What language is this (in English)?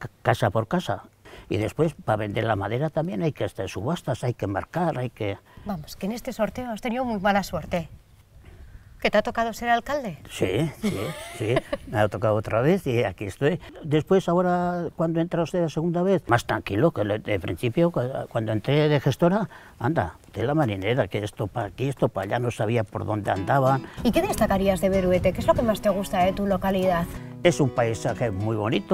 Spanish